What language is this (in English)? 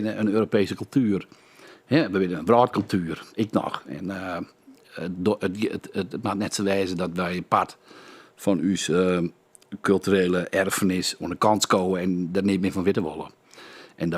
Western Frisian